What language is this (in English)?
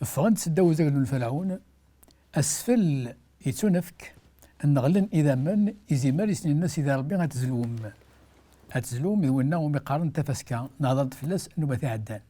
Kabyle